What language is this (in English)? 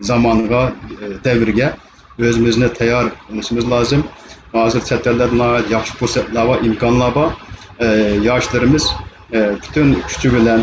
Uyghur